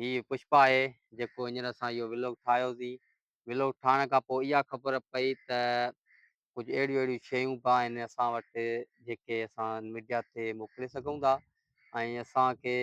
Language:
Sindhi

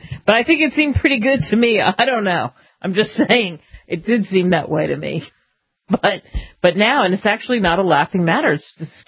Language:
English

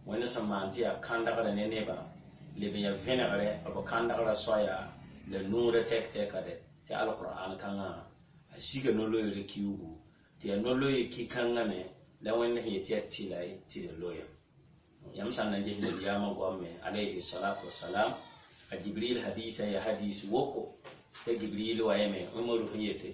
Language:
Mossi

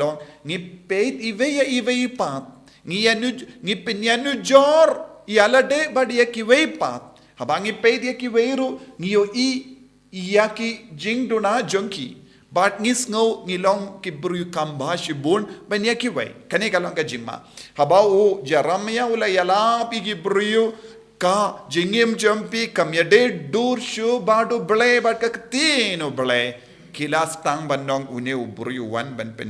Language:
Khasi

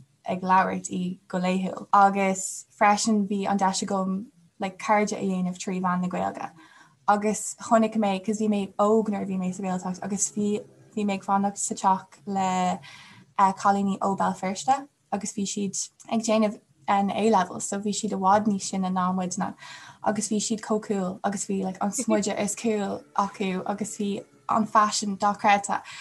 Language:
Irish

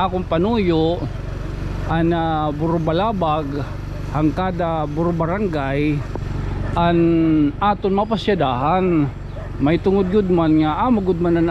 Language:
Waray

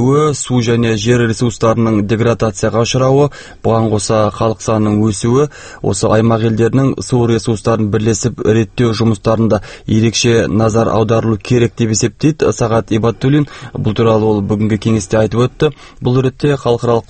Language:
Kazakh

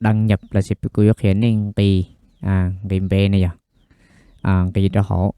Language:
Hmong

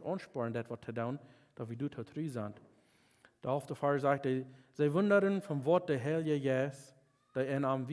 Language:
Plautdietsch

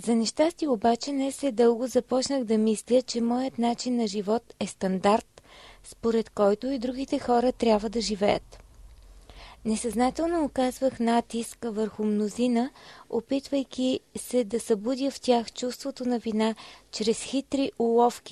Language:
Bulgarian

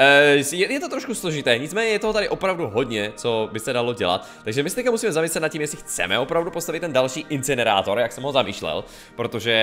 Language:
Czech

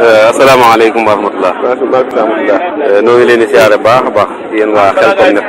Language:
Wolof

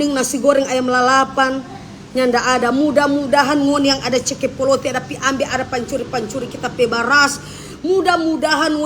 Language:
Manado Malay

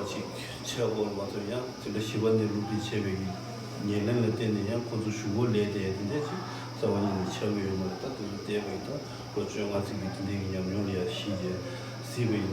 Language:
Tibetan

